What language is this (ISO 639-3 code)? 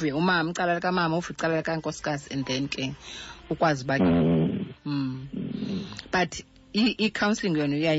xho